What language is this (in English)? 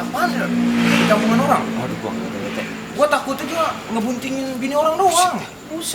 Betawi